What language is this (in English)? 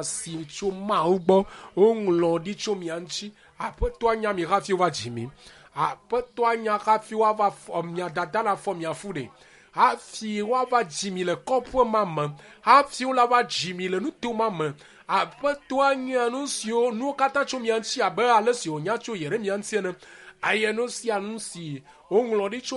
Ewe